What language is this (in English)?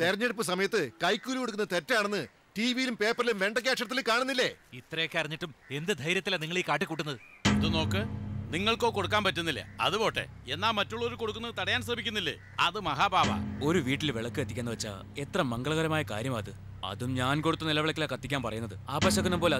Malayalam